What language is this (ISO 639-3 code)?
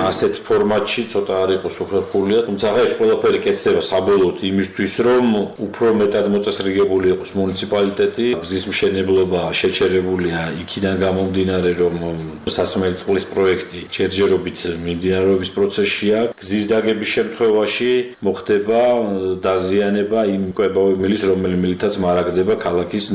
kat